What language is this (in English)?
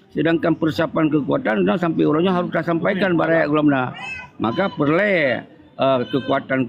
Achinese